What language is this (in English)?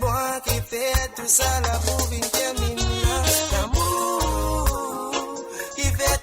Morisyen